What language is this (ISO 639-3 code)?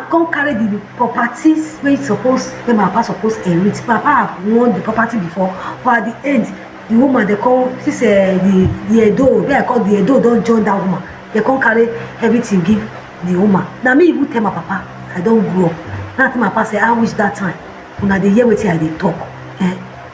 pcm